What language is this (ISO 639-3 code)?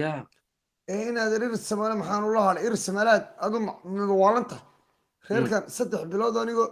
som